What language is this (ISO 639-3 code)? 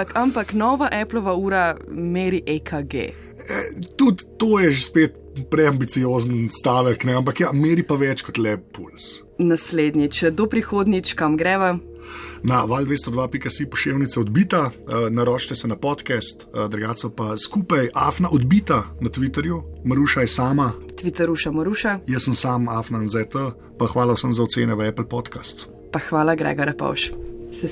slv